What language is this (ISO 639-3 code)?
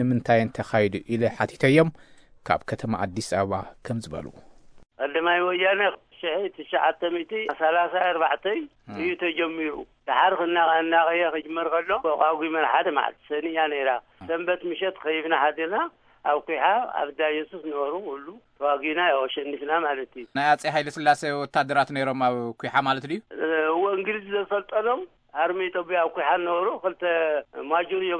tir